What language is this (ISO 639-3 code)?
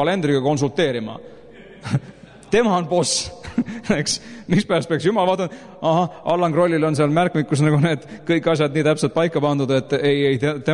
est